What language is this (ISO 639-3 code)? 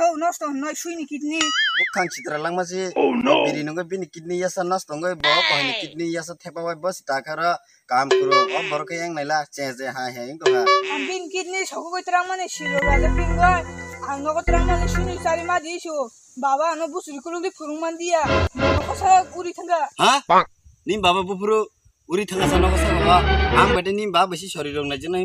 trp